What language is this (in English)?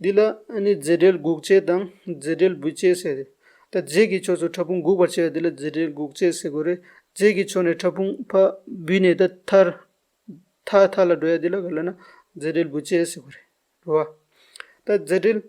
Tibetan